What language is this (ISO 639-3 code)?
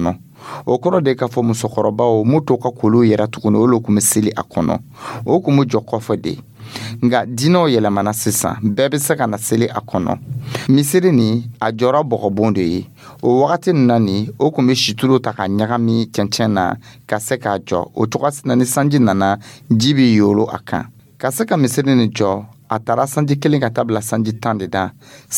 dyu